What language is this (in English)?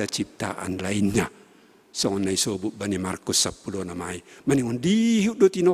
Batak Simalungun